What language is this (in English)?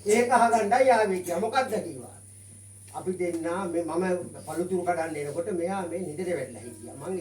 Sinhala